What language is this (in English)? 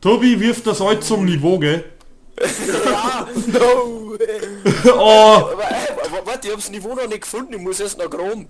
Bavarian